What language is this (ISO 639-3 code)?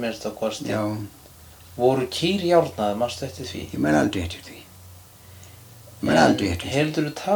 isl